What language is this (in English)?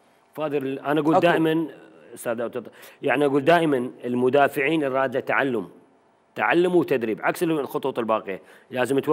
Mesopotamian Arabic